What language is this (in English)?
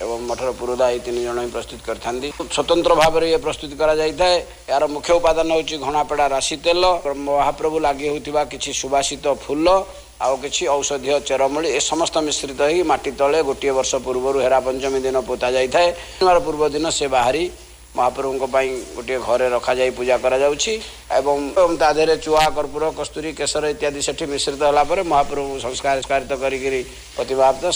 Odia